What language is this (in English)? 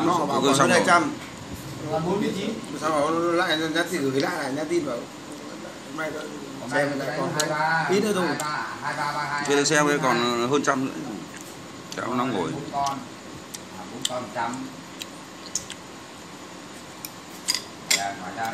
Vietnamese